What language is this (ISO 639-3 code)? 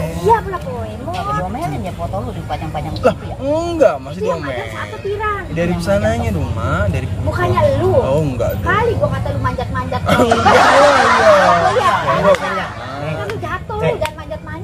bew